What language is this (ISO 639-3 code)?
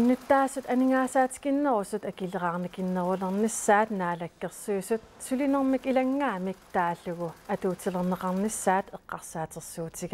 kal